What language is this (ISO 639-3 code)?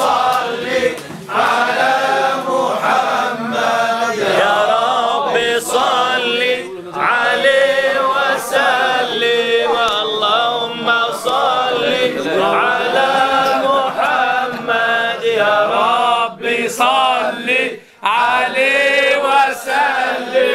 ara